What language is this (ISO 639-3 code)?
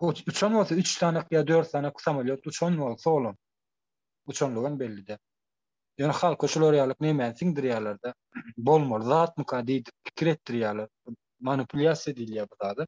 tuk